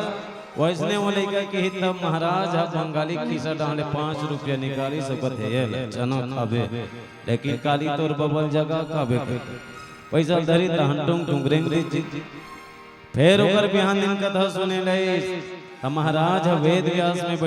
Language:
Chhattisgarhi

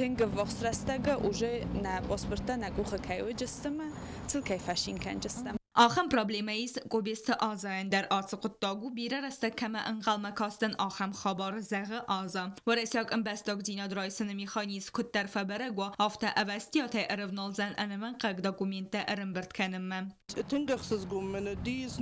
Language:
Ossetic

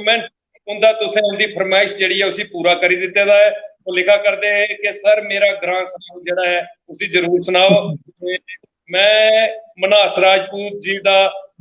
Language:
Dogri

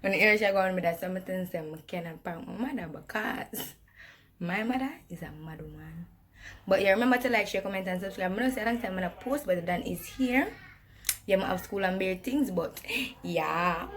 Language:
Jamaican Creole English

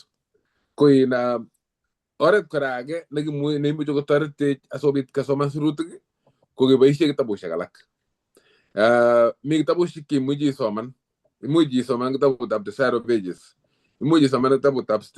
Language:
Kalenjin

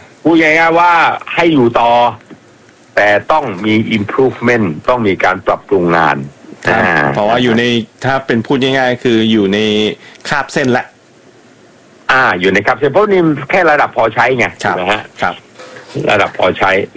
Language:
Thai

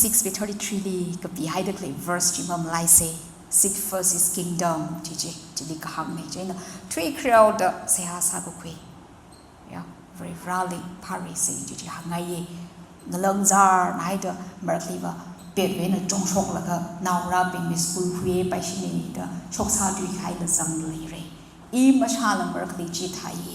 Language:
Tangkhul Naga (India)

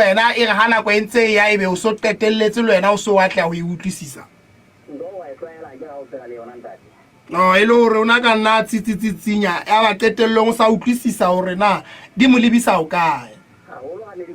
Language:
Southern Sotho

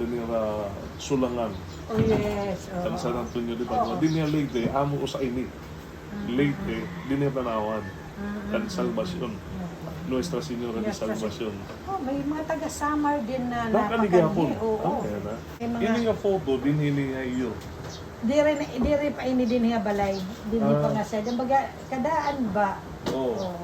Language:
Waray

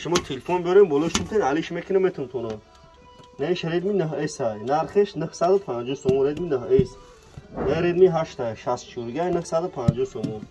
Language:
Tajik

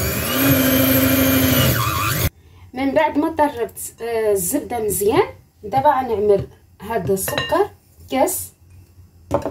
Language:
Moroccan Arabic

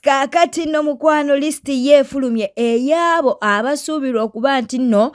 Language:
Ganda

